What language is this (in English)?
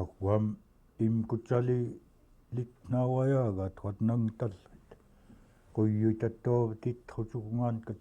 Central Yupik